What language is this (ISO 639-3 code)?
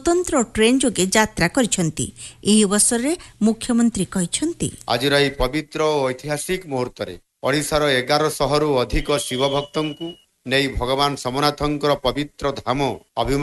ori